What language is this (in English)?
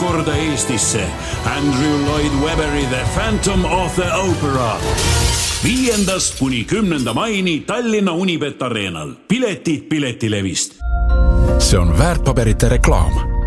Estonian